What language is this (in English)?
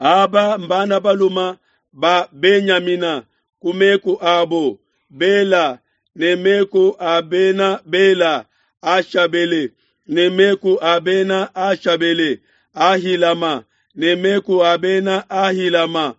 Luba-Lulua